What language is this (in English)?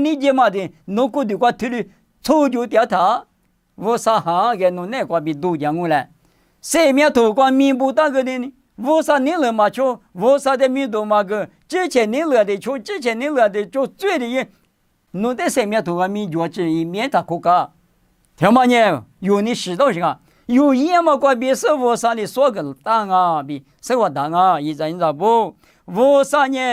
Lisu